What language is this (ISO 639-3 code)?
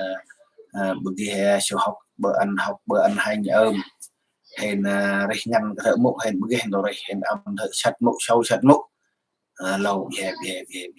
cmo